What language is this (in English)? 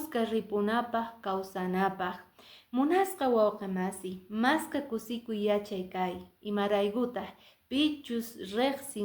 Quechua